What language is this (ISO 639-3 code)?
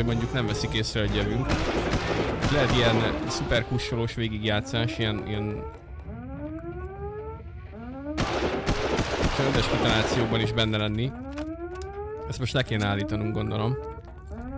hun